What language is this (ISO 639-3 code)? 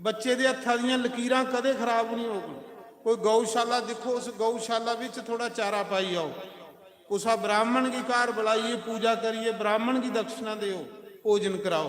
doi